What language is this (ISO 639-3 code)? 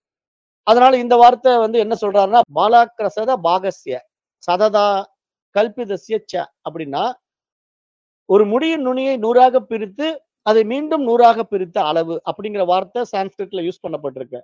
tam